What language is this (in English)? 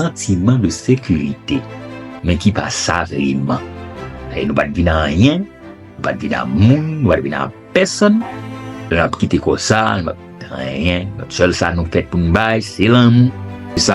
Haitian Creole